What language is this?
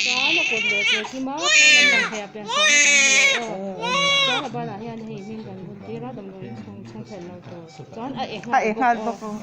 Mizo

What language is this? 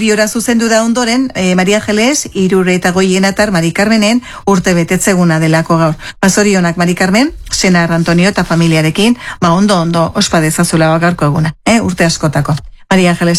Basque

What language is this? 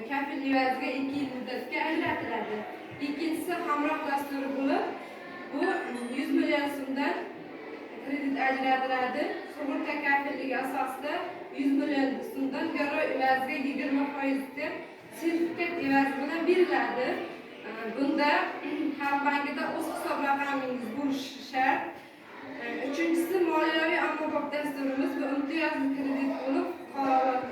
Uzbek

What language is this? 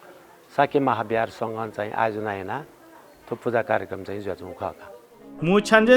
Newari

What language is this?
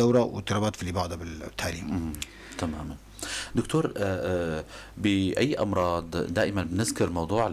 North Levantine Arabic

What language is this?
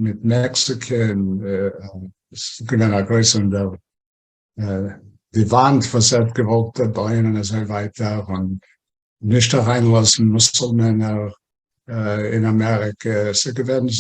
Yiddish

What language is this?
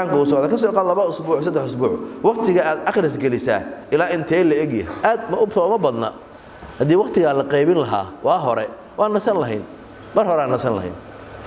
Somali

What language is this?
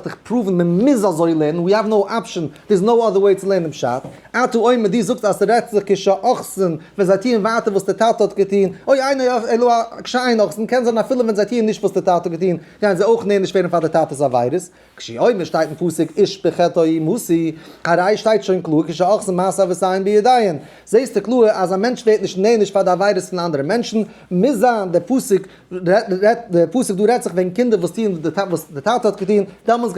Yiddish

